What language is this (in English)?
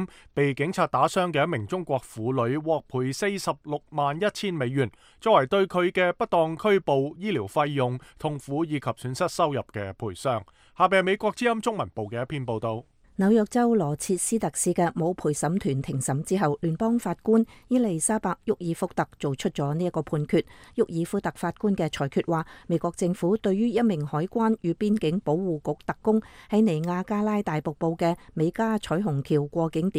Cantonese